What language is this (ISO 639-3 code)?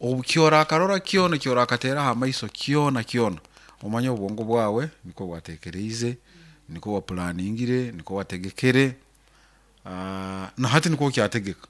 nyo